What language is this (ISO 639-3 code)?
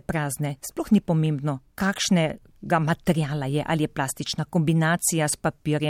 slv